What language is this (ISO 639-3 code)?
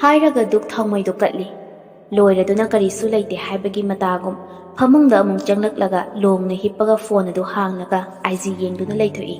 mni